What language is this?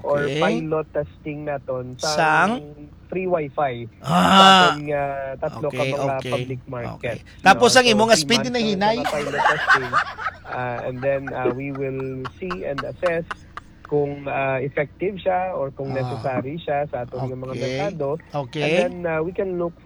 Hiligaynon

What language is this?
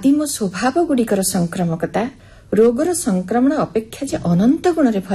Odia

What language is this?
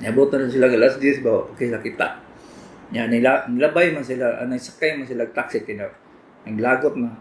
Cebuano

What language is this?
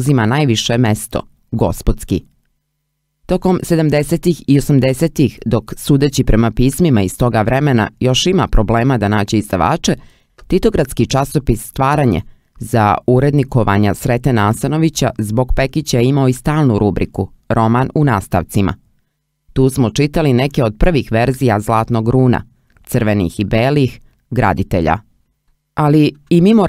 Serbian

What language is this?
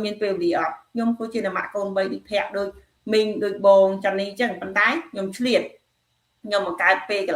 Khmer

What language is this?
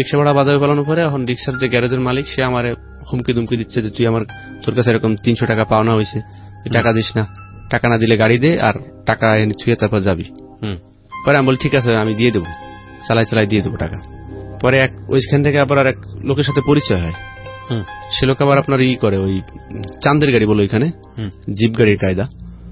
Bangla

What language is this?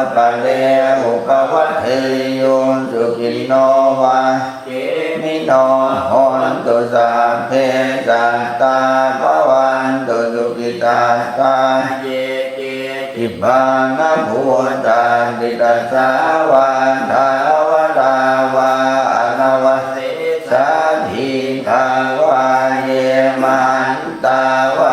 Pali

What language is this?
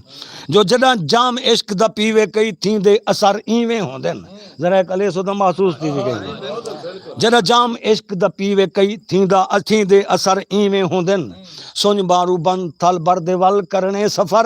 Saraiki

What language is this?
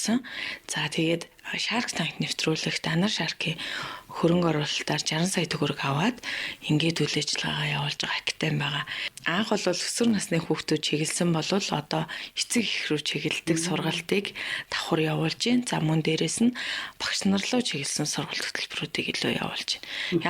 Mongolian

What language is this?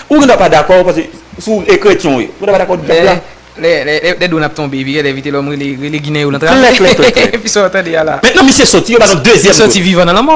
Haitian Creole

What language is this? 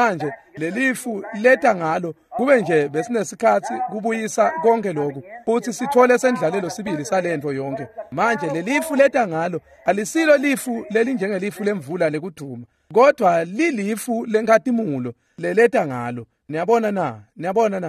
Swati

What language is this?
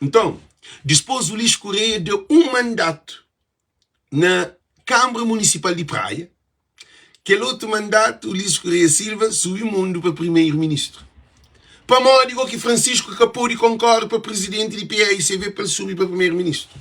Kabuverdianu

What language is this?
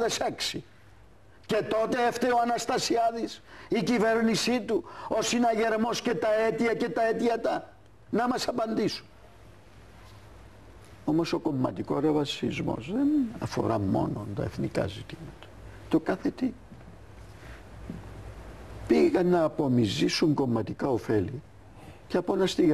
Greek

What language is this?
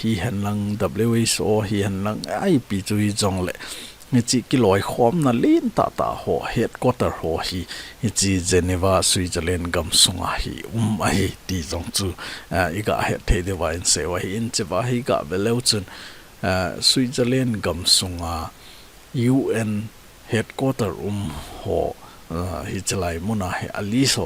Thado Chin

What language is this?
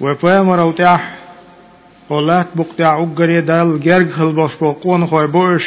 Chechen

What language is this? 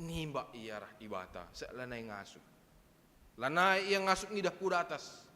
Batak Karo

